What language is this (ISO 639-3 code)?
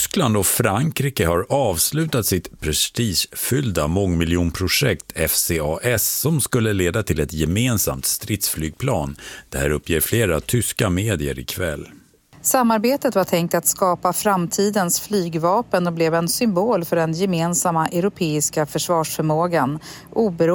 swe